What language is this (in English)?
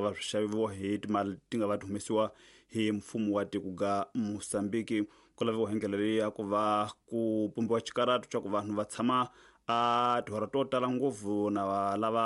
Tsonga